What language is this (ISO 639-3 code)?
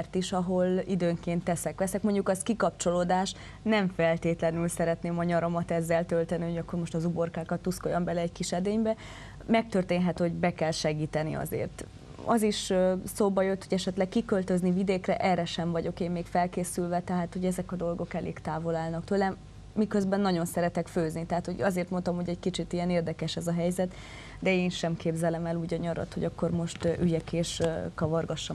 hun